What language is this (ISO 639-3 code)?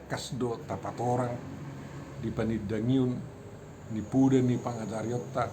bbc